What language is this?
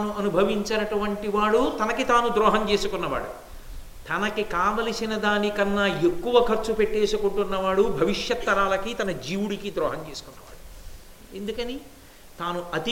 Telugu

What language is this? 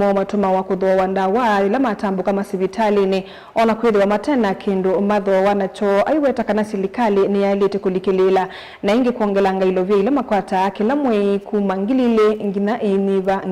Kamba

